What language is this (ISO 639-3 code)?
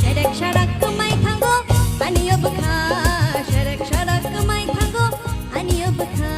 trp